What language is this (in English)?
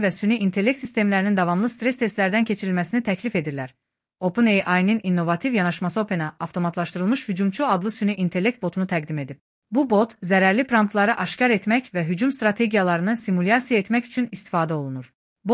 Azerbaijani